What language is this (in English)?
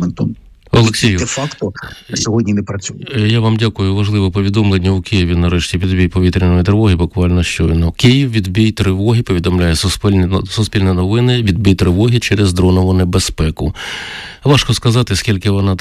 Ukrainian